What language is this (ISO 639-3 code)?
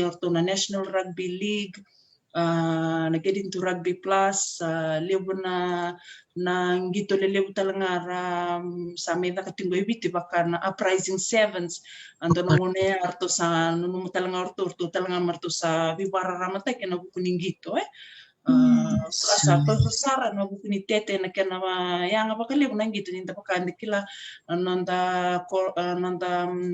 fij